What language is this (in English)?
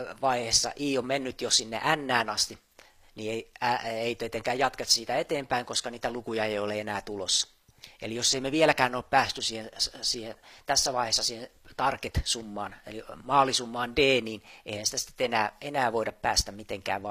Finnish